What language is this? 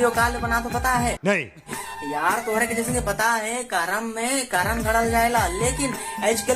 Sadri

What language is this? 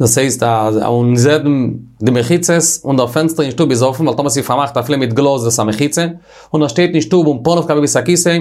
Yiddish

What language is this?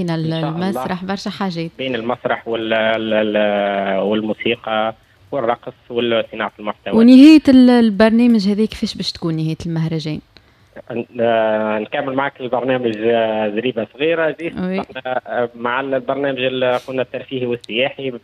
Tunisian Arabic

